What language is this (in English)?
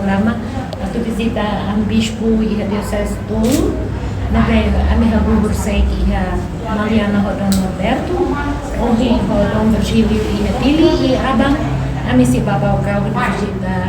Tetum